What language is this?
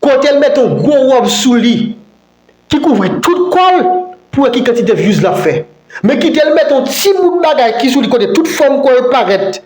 Haitian Creole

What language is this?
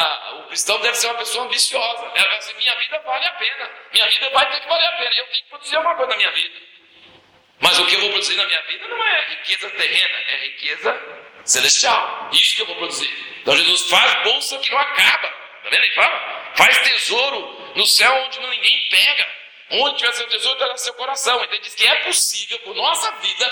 Portuguese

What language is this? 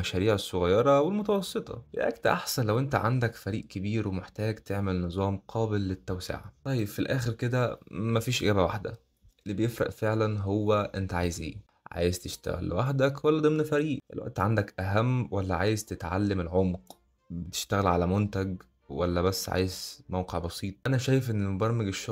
Egyptian Arabic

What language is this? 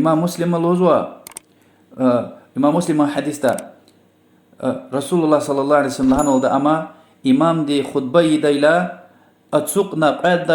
Lezghian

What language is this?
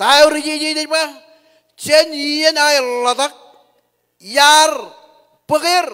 Marshallese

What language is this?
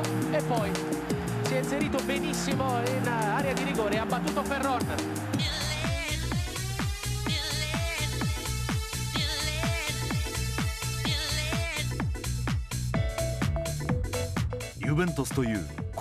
Italian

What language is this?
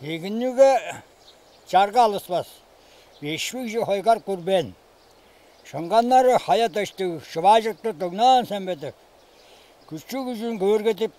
Tuvinian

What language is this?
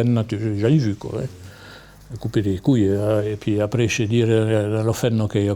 Occitan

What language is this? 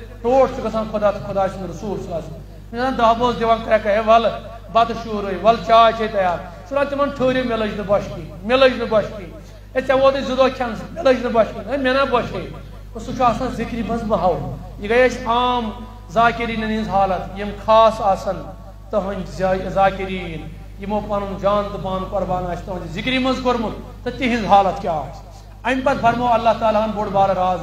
Kashmiri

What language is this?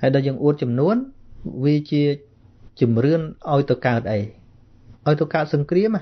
Khmer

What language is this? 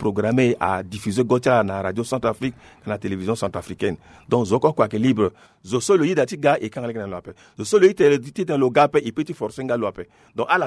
Sango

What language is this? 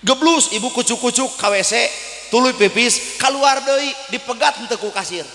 Sundanese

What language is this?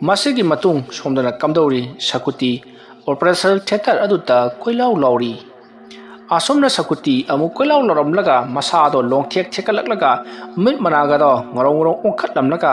Manipuri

